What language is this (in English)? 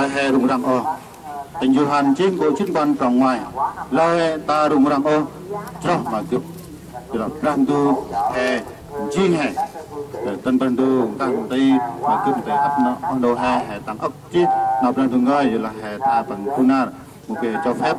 Central Mnong